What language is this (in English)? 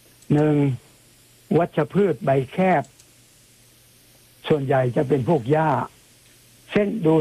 Thai